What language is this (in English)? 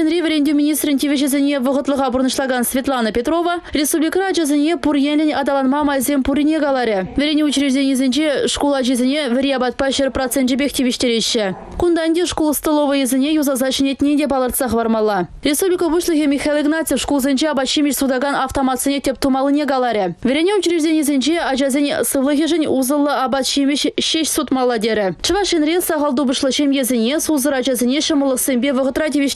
Chuvash